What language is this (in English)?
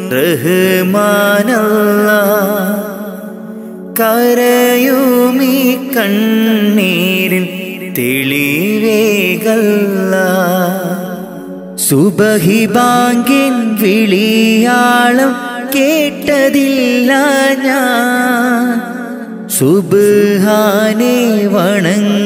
Malayalam